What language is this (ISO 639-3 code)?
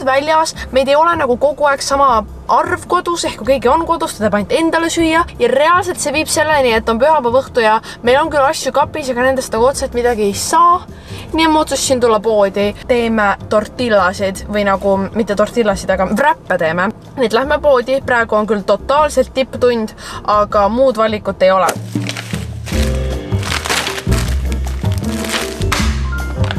est